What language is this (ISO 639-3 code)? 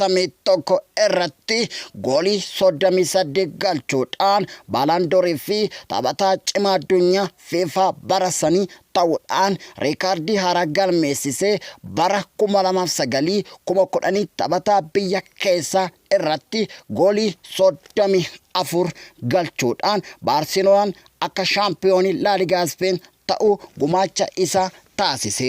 orm